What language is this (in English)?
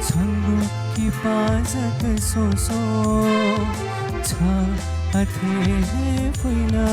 Newari